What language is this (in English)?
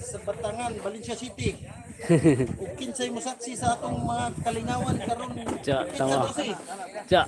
Cebuano